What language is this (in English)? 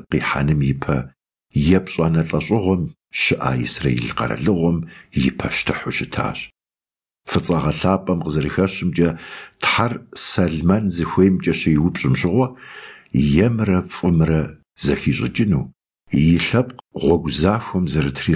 Kabardian